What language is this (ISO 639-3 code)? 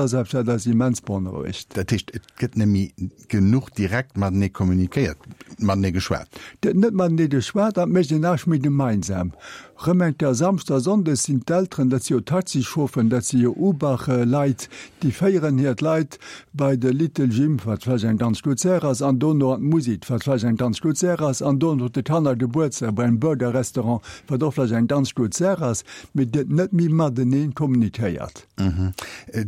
ltz